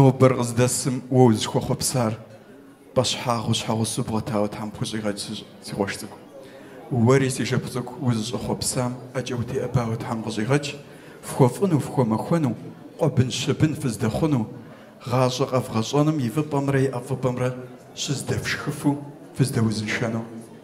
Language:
Kabardian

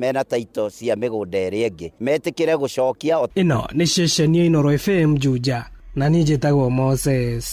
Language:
Kikuyu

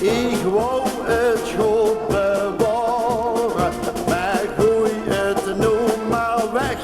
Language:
Limburgish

